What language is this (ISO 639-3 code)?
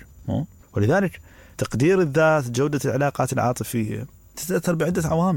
acm